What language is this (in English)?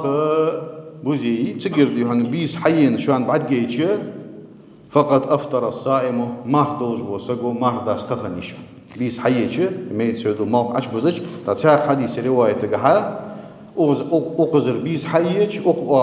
Ingush